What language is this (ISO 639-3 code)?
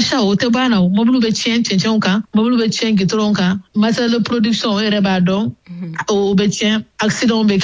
bam